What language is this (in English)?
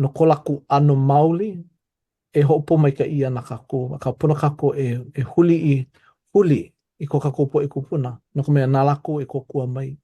Hawaiian